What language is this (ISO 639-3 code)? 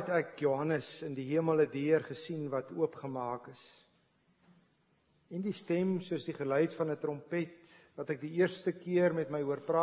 afr